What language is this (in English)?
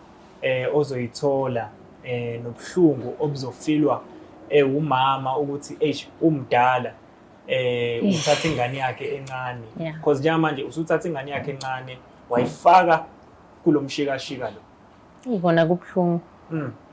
Zulu